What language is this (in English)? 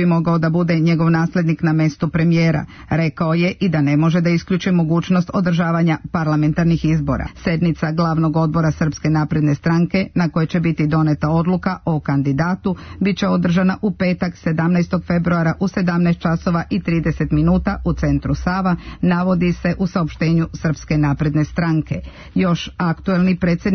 Serbian